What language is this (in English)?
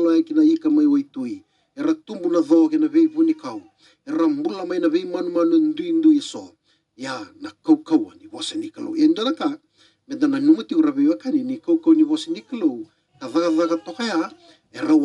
Fijian